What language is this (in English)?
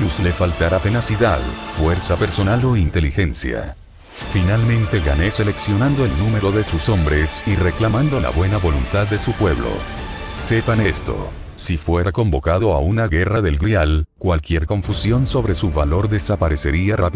Spanish